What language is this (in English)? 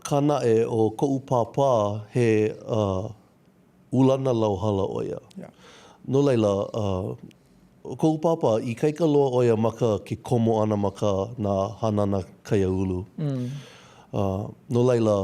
Hawaiian